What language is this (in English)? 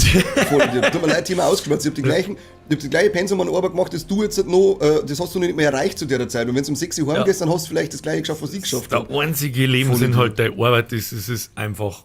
Bavarian